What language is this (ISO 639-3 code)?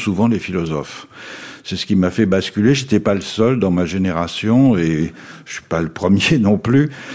fra